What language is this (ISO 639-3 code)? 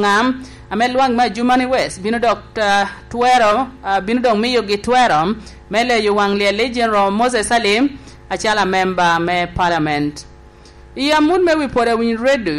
laj